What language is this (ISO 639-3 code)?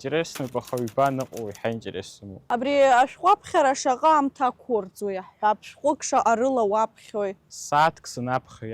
abk